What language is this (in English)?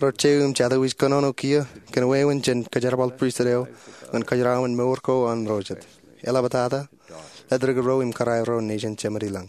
Marshallese